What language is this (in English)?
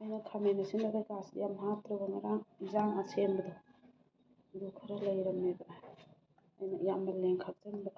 Manipuri